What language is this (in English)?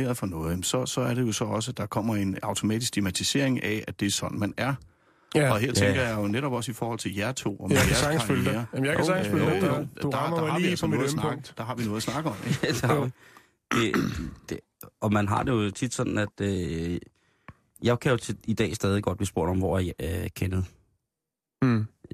Danish